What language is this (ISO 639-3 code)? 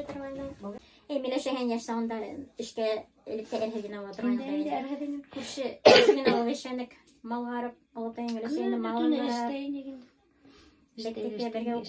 bak